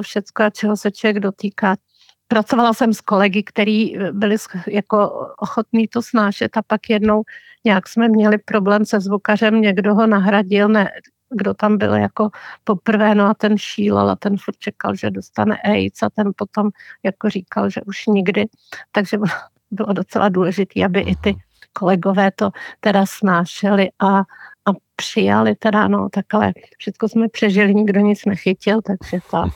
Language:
Czech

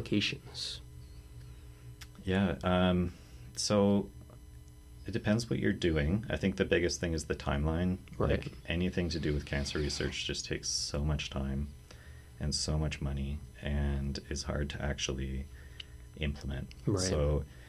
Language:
English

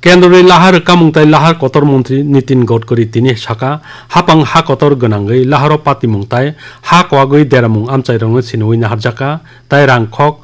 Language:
Kok Borok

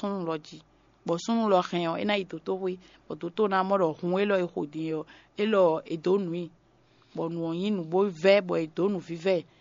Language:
Fon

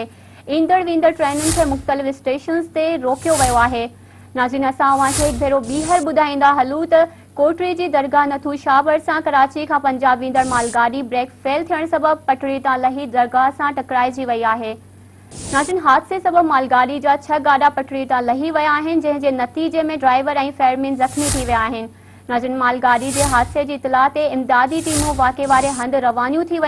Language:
Sindhi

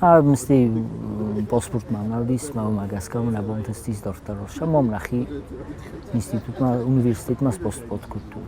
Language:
Ossetic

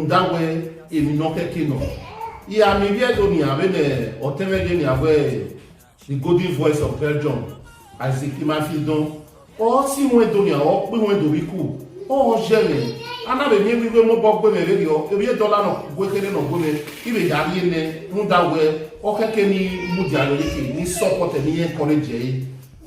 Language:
Bini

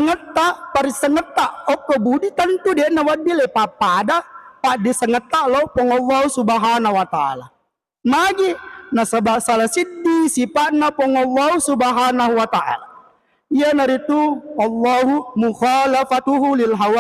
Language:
Buginese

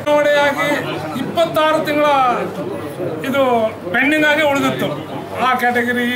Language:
Kannada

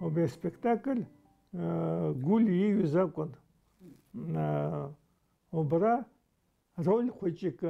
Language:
Abkhazian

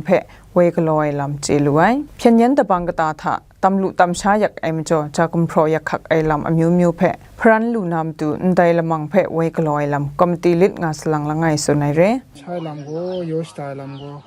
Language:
Kachin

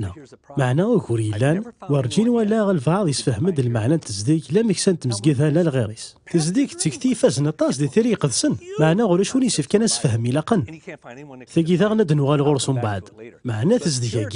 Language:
Kabyle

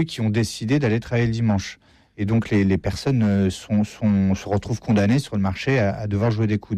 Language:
French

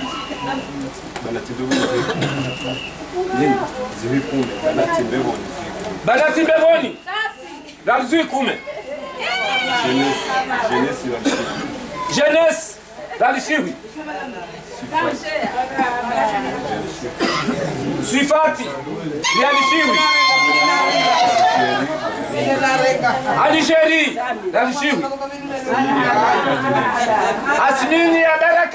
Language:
Swahili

